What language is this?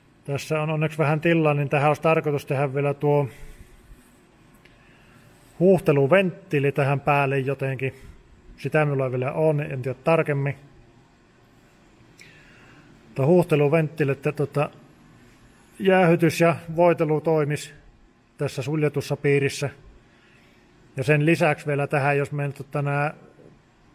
Finnish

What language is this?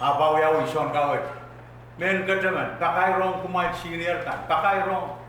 Pohnpeian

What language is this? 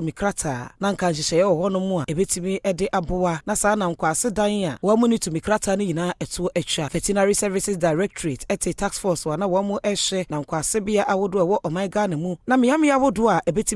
Akan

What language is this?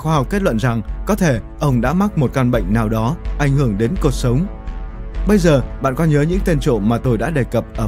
Vietnamese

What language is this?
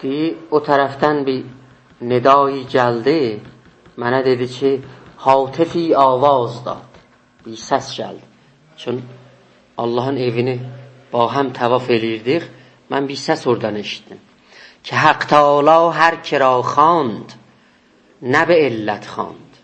South Azerbaijani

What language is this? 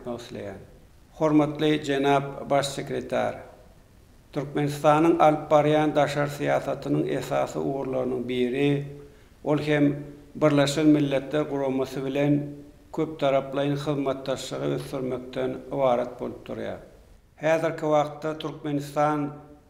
Turkmen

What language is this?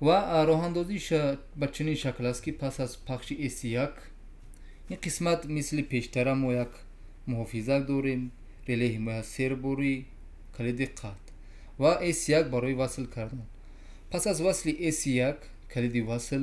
Tajik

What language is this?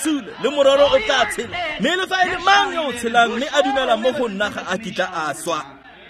Tswana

